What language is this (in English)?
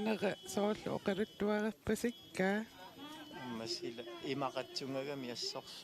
Kalaallisut